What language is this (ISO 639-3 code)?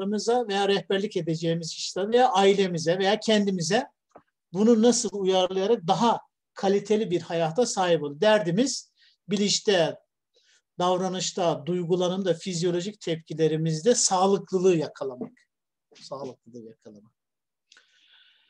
tur